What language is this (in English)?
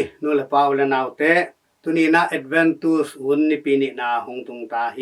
Tedim Chin